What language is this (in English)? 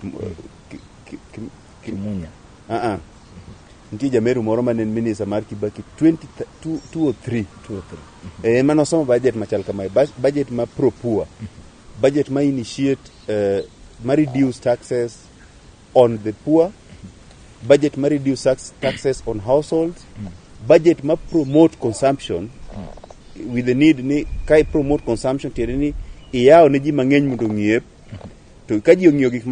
Luo (Kenya and Tanzania)